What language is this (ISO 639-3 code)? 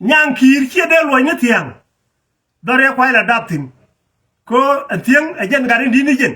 nus